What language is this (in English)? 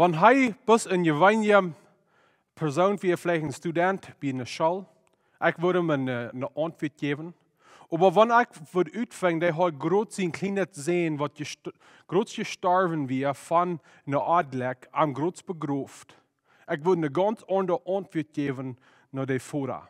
Plautdietsch